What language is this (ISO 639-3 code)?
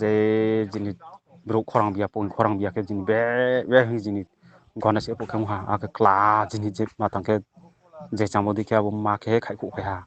ria